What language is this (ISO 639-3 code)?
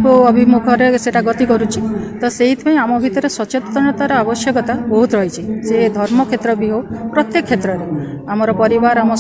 ori